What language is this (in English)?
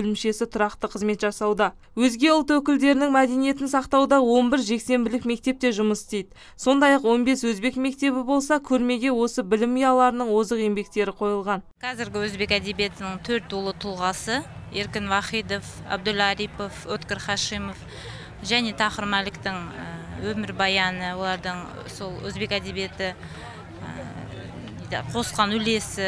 Kazakh